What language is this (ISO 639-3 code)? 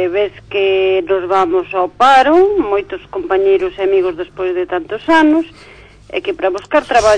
glg